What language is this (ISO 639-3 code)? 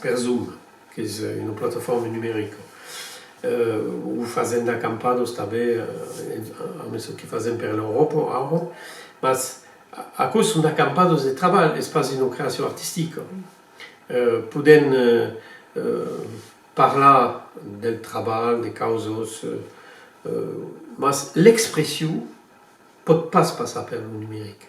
oci